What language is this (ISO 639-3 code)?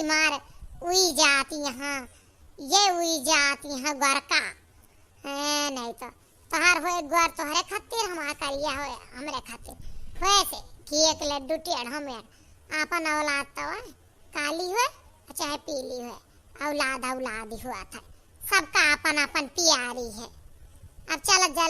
awa